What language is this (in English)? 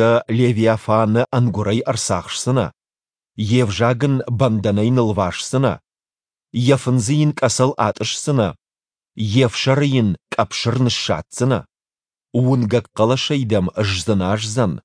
Ossetic